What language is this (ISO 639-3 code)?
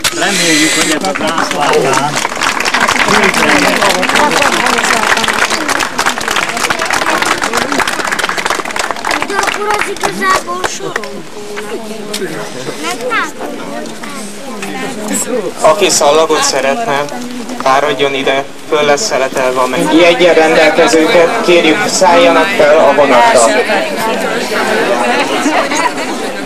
hun